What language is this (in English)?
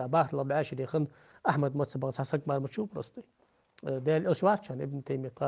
Ingush